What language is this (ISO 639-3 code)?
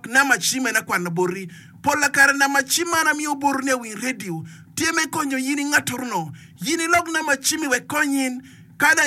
ach